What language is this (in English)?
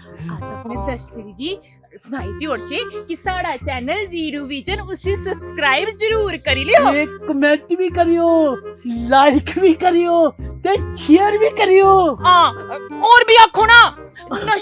Dogri